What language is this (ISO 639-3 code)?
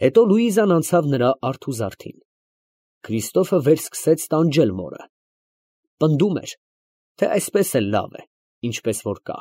hye